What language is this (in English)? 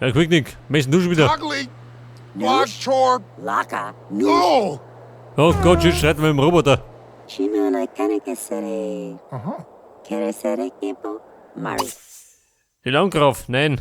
Bavarian